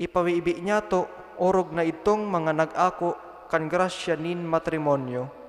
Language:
Bikol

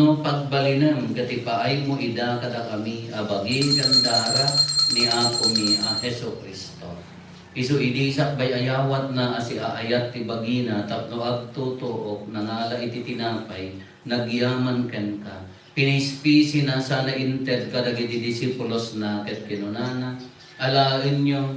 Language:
Iloko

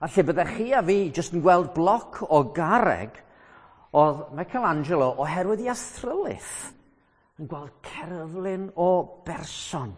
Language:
Welsh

